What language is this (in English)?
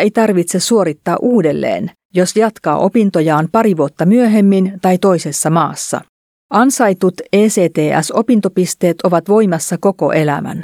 Finnish